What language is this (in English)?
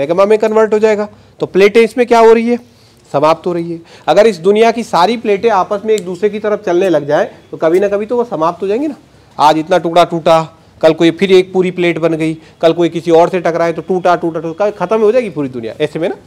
Hindi